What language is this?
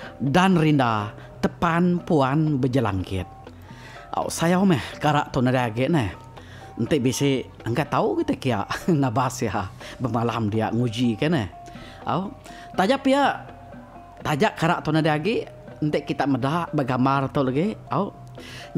Iban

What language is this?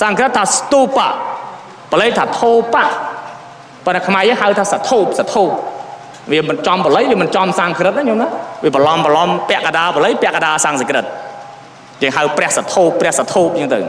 Khmer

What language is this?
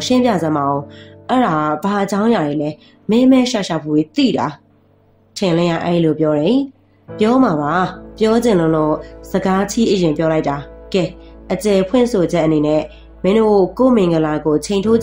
Burmese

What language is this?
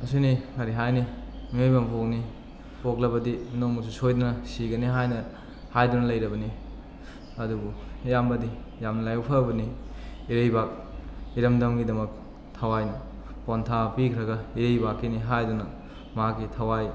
Manipuri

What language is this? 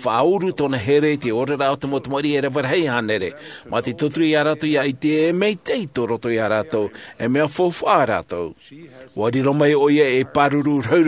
Tahitian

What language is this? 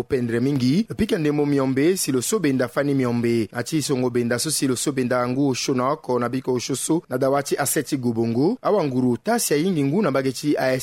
Sango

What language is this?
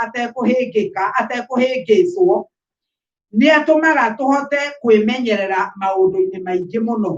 Kikuyu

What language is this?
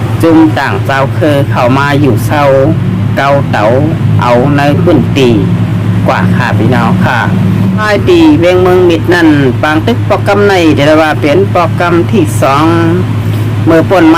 Shan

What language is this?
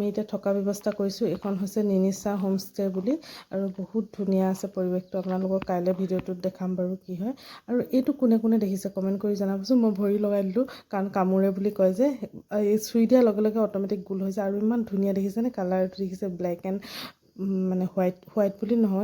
Assamese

